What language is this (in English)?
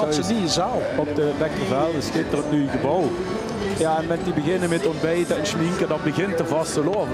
Limburgish